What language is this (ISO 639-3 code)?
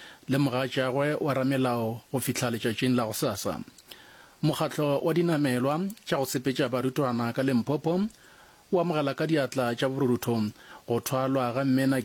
nso